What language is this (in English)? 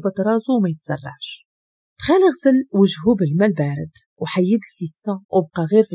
Moroccan Arabic